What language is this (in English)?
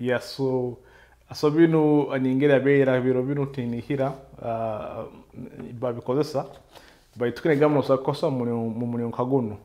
Nyoro